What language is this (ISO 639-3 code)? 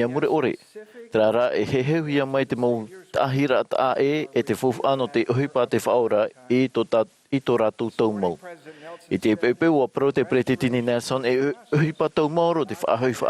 tah